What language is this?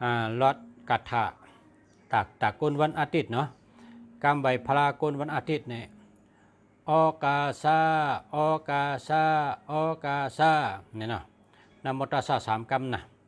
Shan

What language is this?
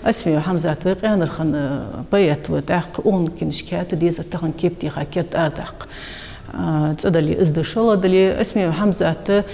Ingush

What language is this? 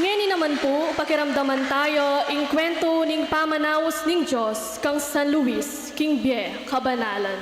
Pampanga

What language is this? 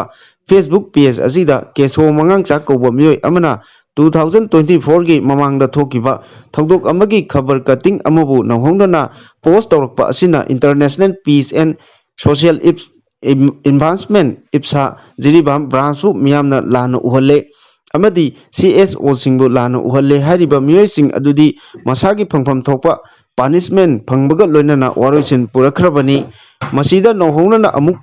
Manipuri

